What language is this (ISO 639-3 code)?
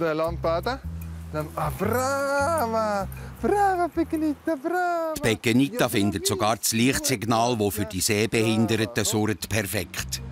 gsw